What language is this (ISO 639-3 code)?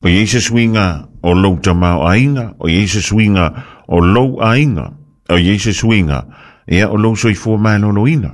smo